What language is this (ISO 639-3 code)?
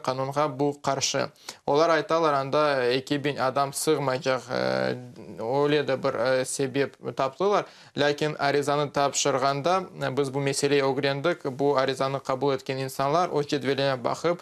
crh